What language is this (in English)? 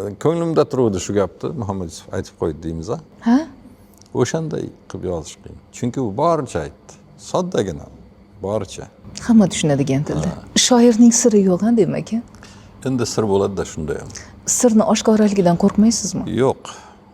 Uzbek